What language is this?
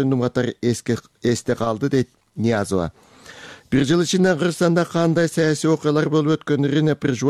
Kyrgyz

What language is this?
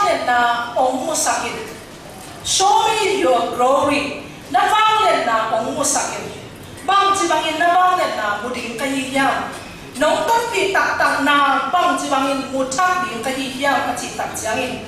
Tedim Chin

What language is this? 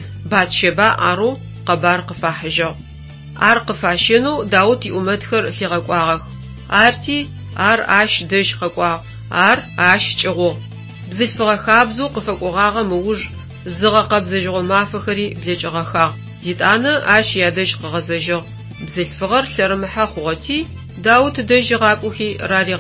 Adyghe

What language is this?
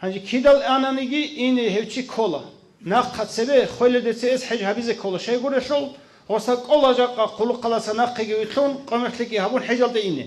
Avaric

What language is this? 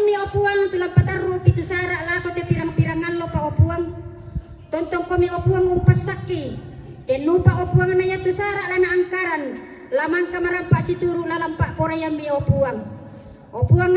Toraja-Sa'dan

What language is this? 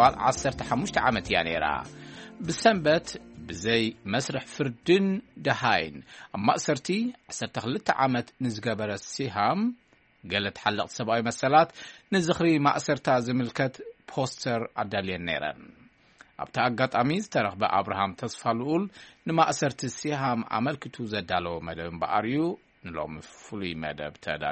Tigrinya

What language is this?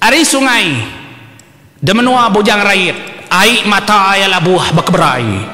Iban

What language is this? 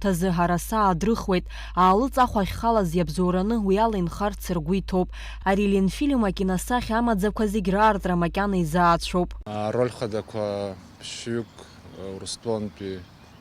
Abkhazian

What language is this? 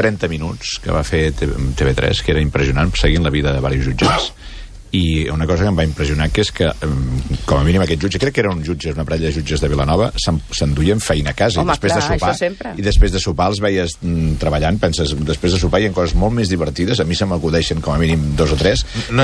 Catalan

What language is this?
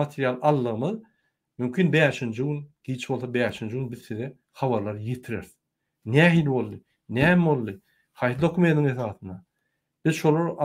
Turkmen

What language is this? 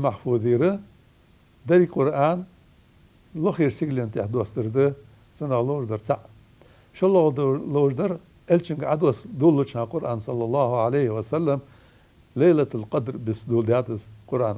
Ingush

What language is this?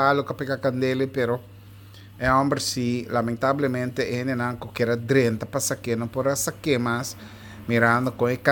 Papiamento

